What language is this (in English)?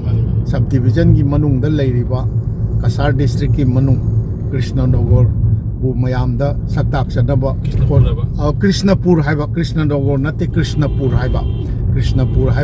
Manipuri